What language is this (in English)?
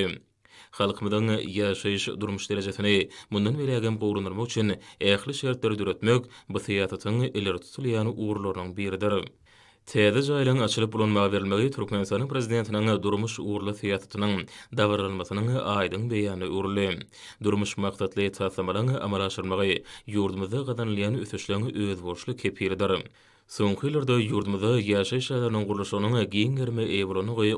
Turkmen